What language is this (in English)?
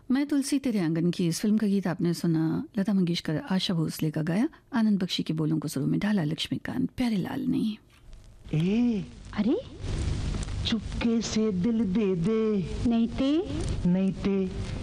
Hindi